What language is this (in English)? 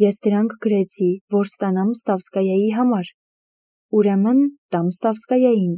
Armenian